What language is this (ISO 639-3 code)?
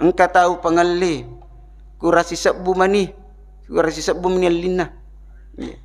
bug